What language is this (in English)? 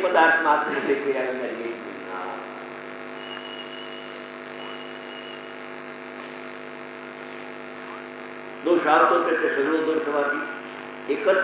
Gujarati